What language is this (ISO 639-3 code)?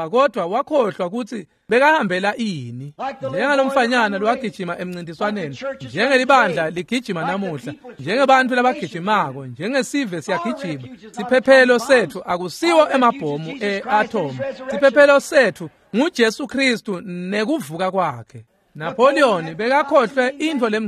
ssw